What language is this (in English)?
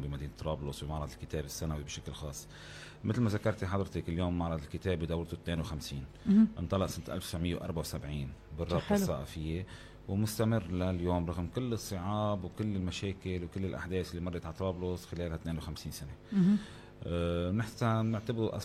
North Levantine Arabic